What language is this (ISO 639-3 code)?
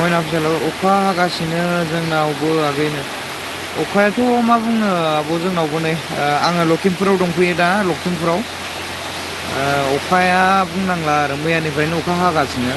brx